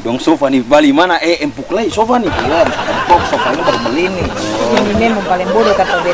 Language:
Ambonese Malay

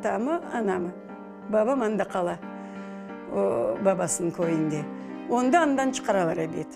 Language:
Crimean Tatar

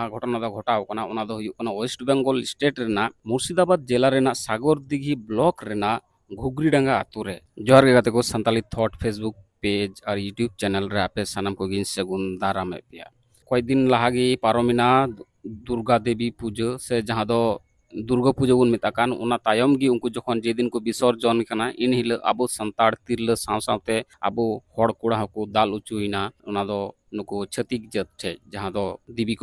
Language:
Santali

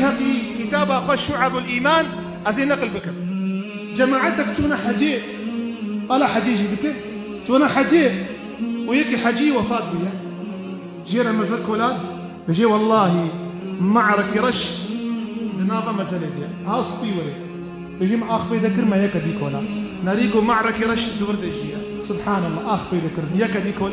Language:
Kurdish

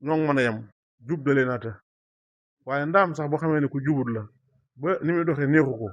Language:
Wolof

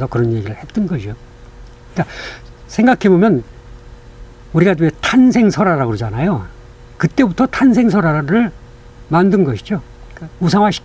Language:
Korean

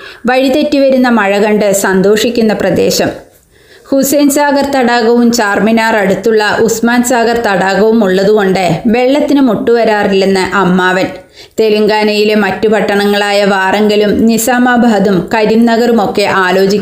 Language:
Malayalam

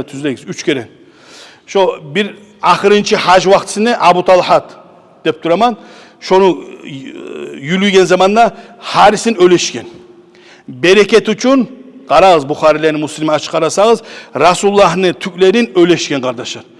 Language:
Kumyk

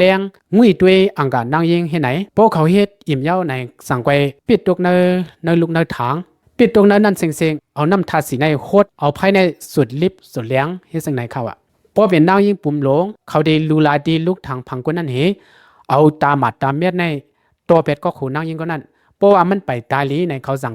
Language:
Lao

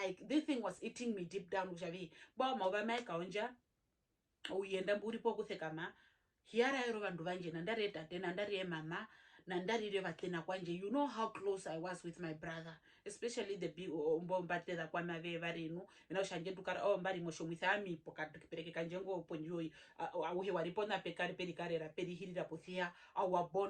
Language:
Herero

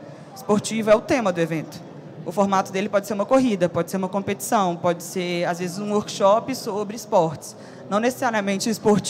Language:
Portuguese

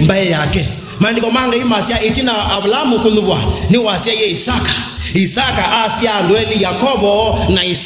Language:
Kamba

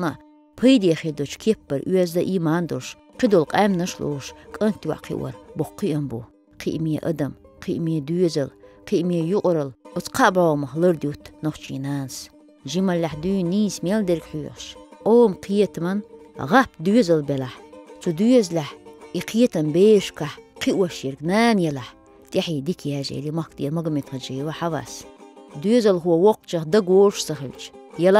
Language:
Chechen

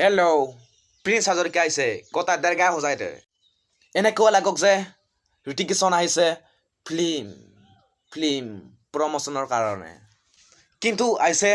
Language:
Assamese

